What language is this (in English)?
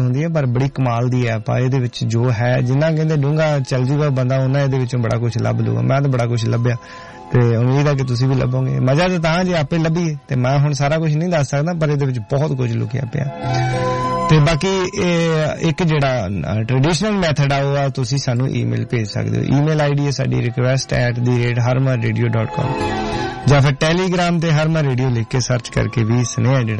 Punjabi